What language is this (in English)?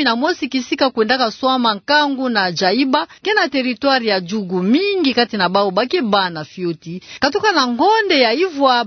Kituba (Democratic Republic of Congo)